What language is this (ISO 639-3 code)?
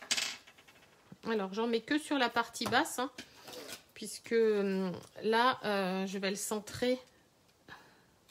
fra